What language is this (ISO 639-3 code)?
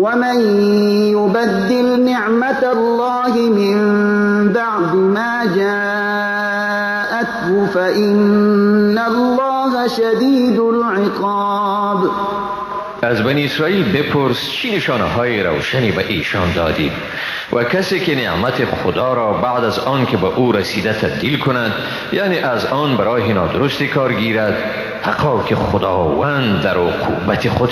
fas